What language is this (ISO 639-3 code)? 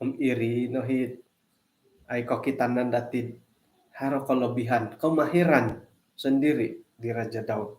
dtp